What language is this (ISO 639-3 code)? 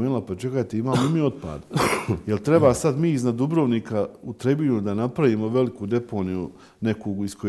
bos